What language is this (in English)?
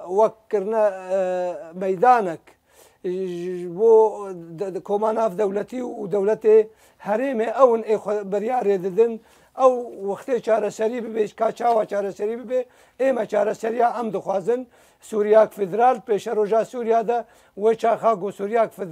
Kurdish